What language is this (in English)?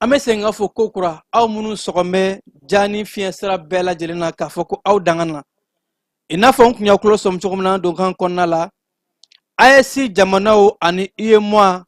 Bambara